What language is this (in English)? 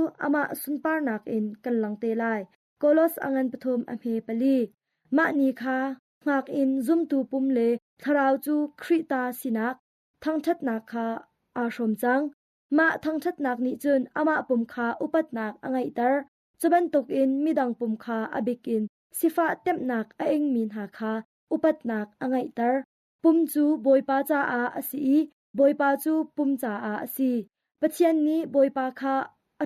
Hakha Chin